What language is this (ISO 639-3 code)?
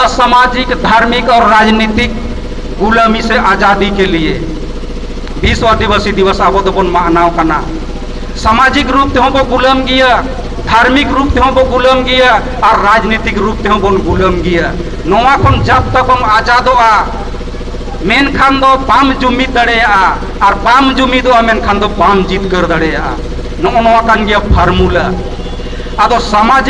sat